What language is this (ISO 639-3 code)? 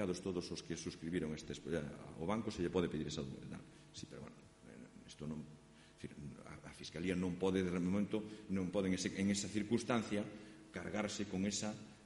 glg